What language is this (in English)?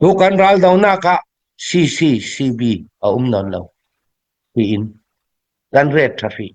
Hakha Chin